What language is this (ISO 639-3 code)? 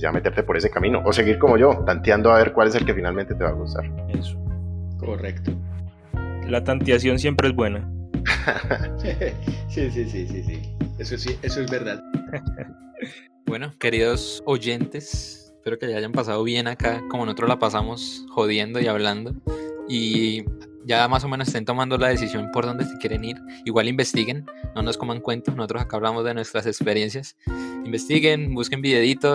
spa